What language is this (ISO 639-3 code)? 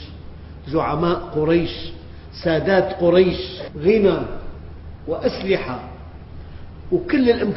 ara